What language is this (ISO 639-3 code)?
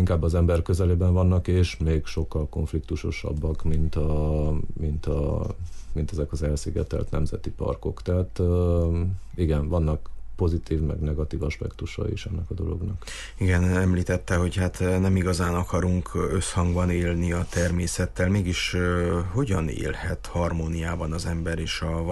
hun